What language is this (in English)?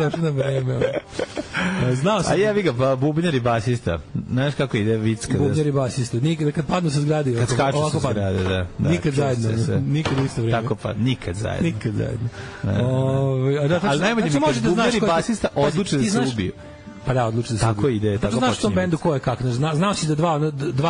Serbian